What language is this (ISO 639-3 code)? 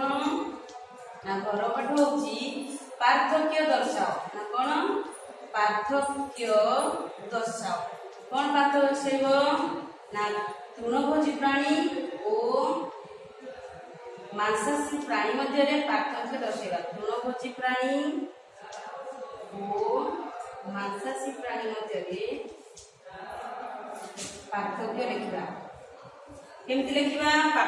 ori